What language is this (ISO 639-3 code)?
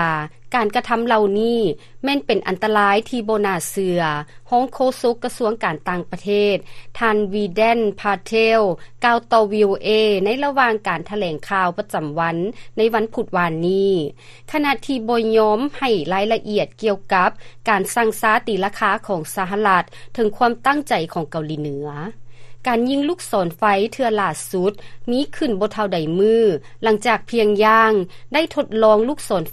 lao